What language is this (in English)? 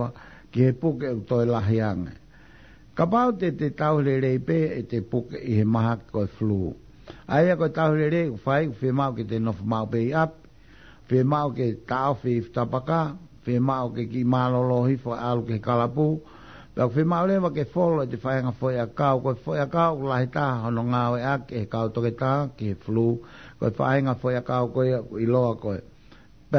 Tongan